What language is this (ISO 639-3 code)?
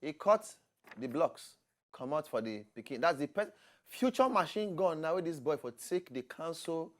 pcm